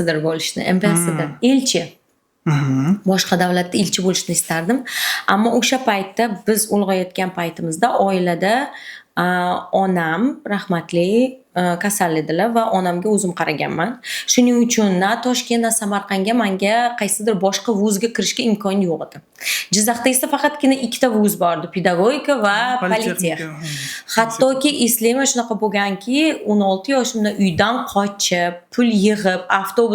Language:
Uzbek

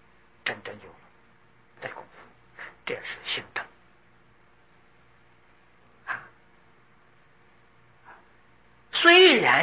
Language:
Chinese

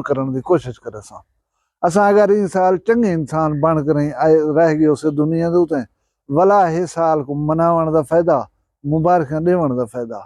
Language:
Saraiki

